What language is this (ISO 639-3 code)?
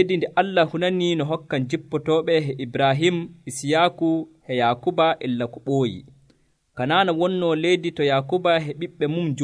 fuv